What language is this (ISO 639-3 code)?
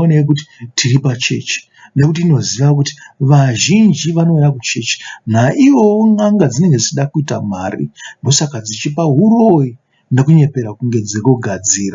sna